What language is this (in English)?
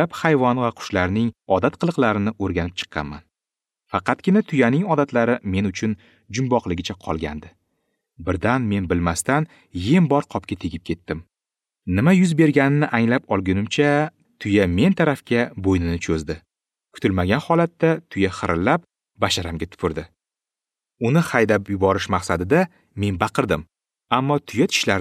Uzbek